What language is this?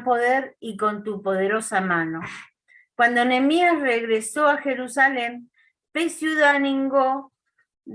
Guarani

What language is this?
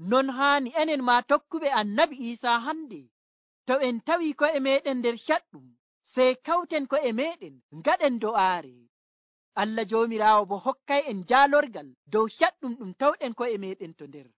Nigerian Fulfulde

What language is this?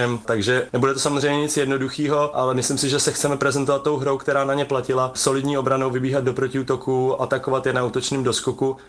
Czech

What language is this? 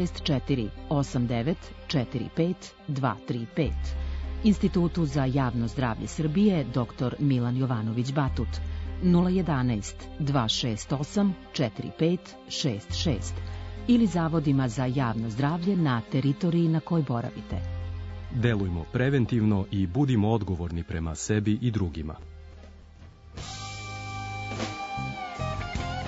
Serbian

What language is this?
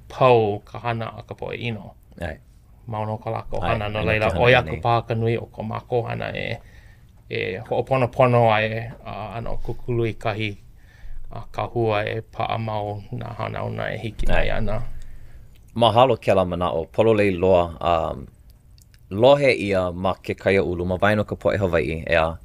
Hawaiian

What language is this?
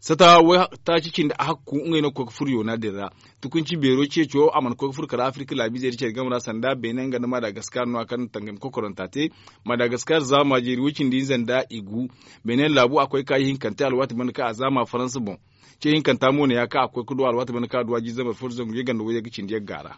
Zarma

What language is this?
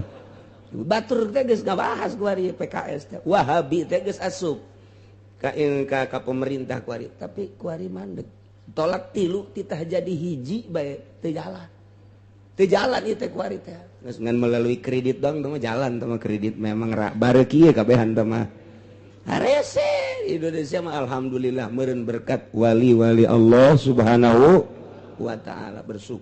Sundanese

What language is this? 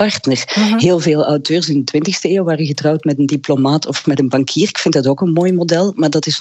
Dutch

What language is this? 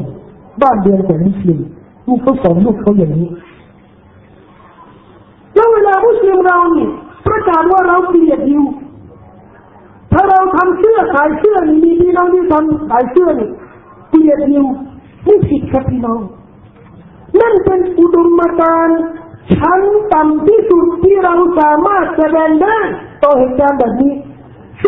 Thai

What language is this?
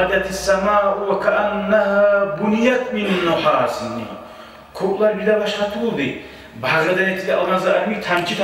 Kumyk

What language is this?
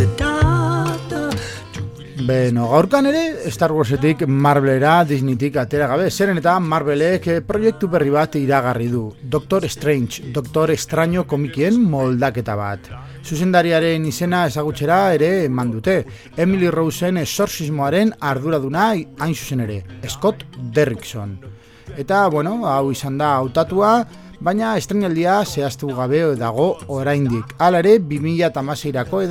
Basque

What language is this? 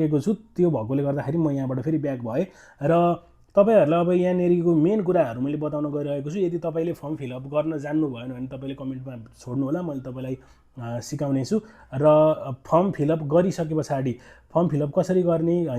Nepali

